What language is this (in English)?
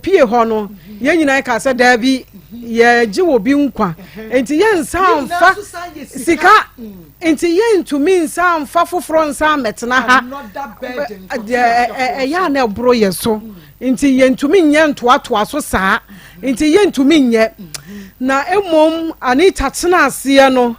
Akan